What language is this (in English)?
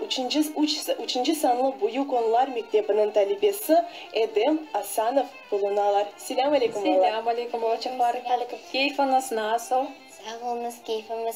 Crimean Tatar